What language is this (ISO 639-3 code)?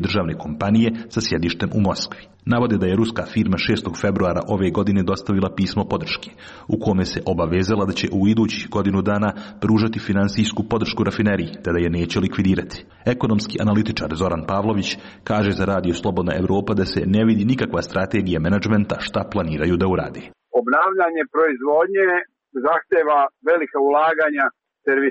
srp